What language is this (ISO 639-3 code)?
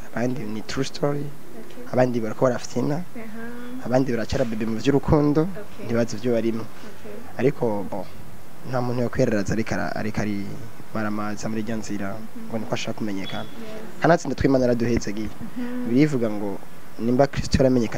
run